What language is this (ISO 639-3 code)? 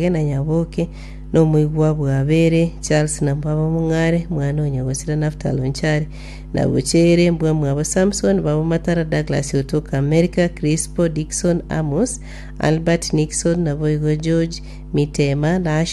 guz